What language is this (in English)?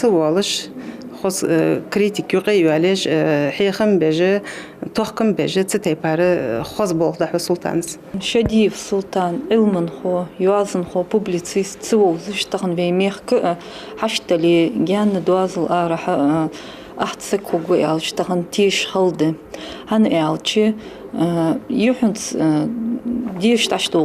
Ingush